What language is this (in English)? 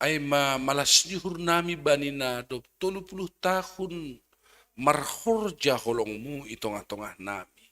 Batak Simalungun